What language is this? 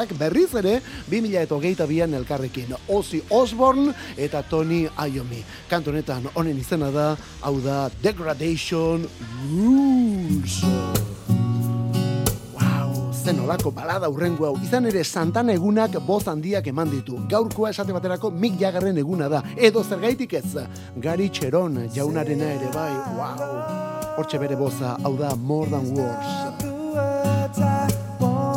Basque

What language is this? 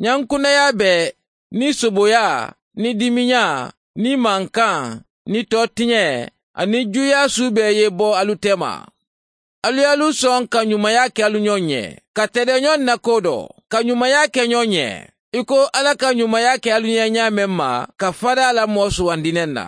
Mandingo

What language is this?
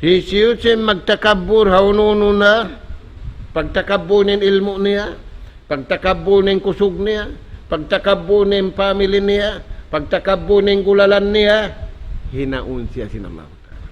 Tausug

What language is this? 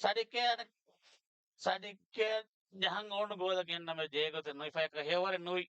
Divehi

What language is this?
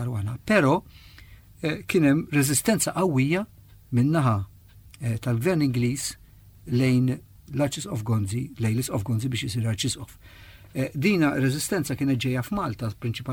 Maltese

